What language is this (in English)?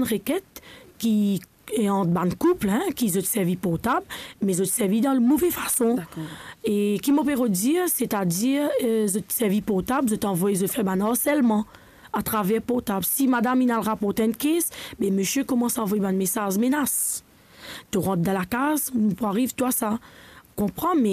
Morisyen